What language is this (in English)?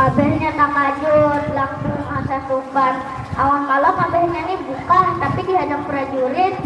Banjar